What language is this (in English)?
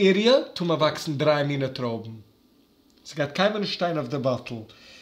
Yiddish